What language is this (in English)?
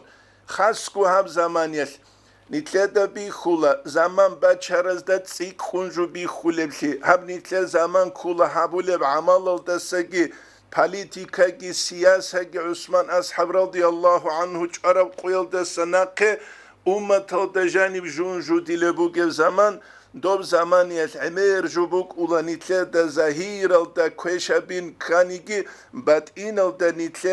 Avaric